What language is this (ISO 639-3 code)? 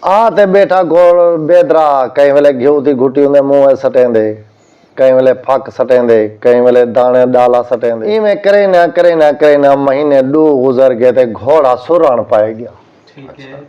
skr